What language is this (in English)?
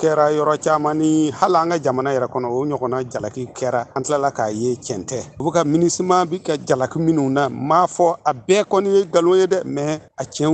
Bambara